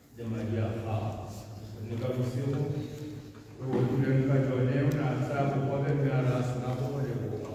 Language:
Tswana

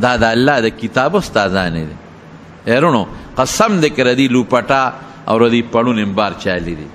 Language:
Pashto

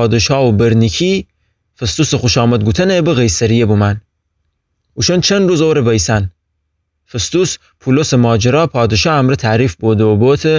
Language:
Gilaki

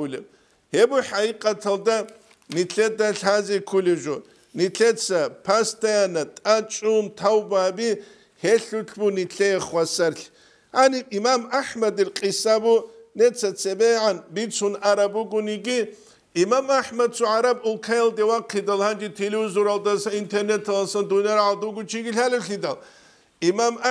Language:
Avaric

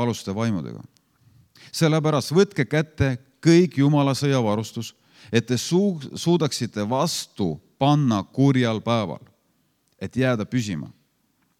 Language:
Estonian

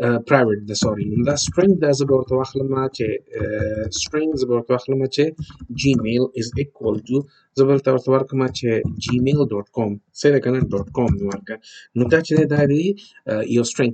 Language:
Pashto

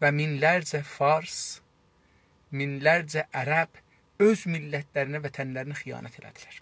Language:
South Azerbaijani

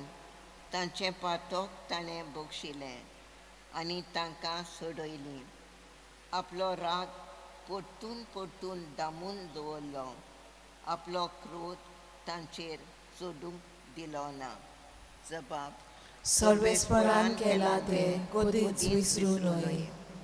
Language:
Konkani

